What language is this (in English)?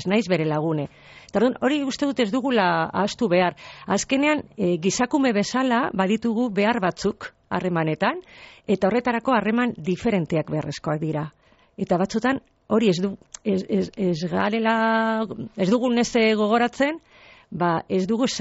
Basque